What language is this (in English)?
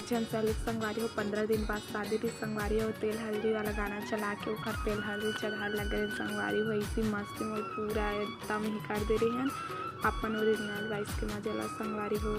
Chhattisgarhi